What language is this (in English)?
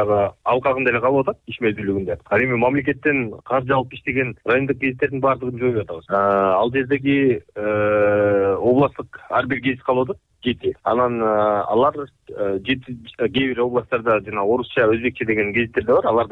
Kyrgyz